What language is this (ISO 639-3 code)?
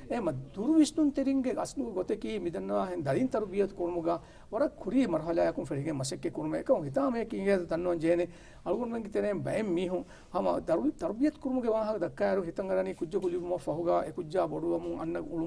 div